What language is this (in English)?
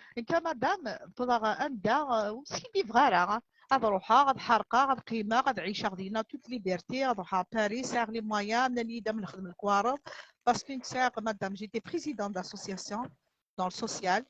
Kabyle